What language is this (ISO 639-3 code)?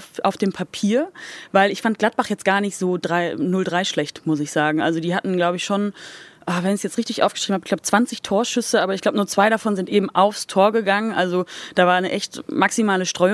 deu